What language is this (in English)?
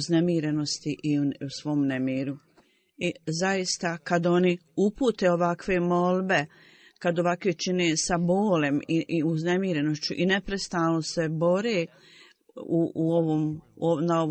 Bosnian